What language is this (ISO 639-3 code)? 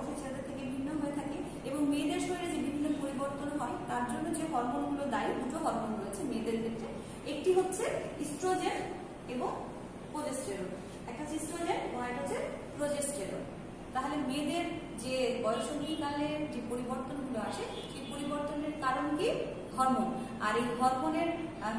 ben